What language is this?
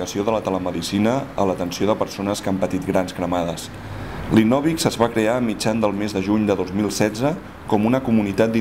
Catalan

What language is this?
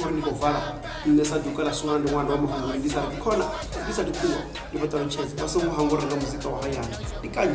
Venda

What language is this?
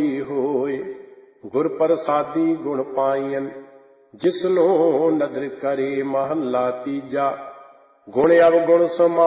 Punjabi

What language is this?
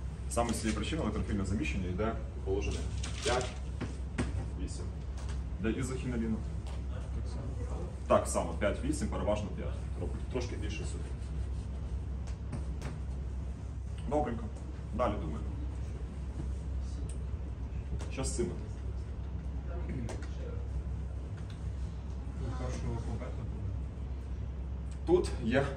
Ukrainian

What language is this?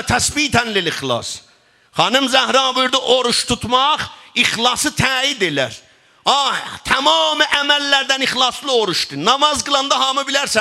South Azerbaijani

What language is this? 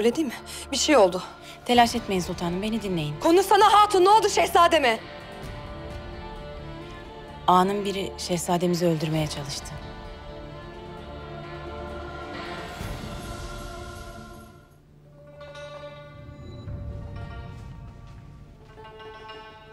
Turkish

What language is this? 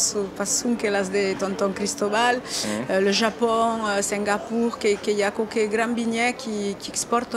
Occitan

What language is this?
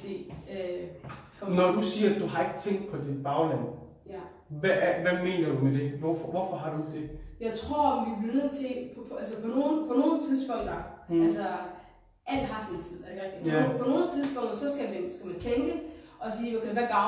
Danish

